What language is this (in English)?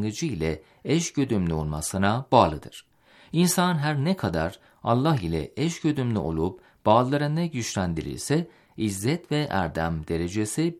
Turkish